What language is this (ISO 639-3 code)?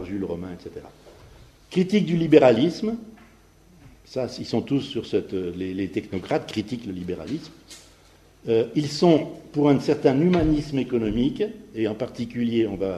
fra